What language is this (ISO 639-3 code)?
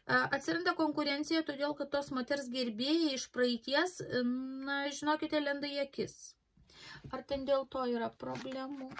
lit